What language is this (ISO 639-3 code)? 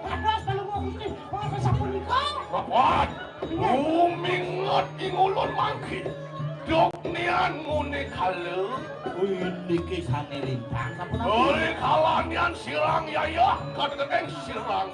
ban